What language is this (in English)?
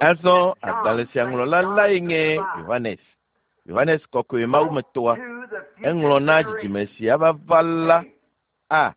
Ewe